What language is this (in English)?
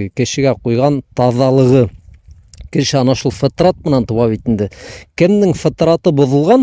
Bashkir